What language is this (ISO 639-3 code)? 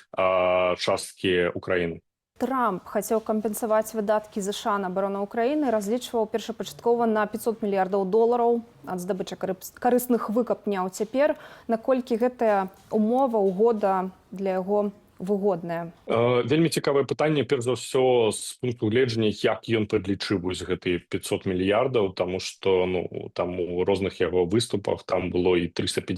bel